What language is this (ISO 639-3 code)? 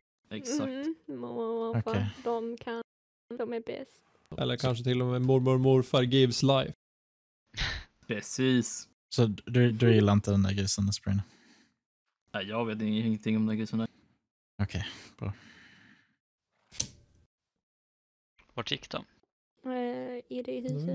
swe